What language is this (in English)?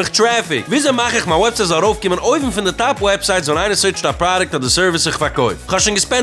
Yiddish